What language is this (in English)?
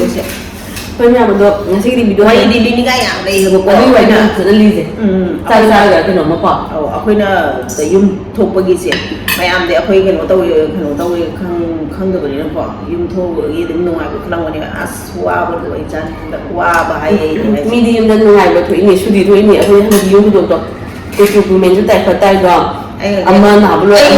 Manipuri